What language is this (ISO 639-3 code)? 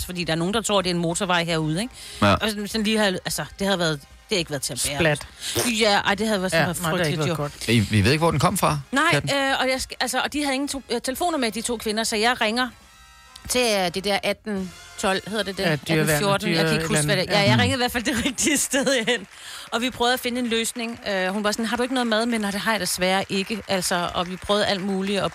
dan